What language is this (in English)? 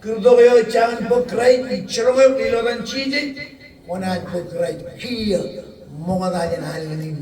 Marshallese